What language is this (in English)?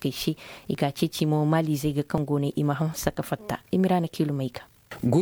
Zarma